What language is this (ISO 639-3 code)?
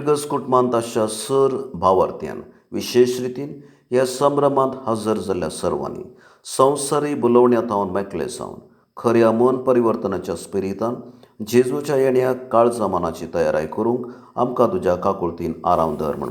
kok